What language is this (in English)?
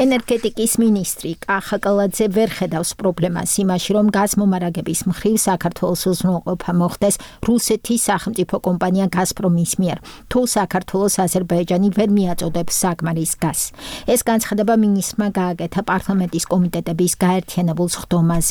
Georgian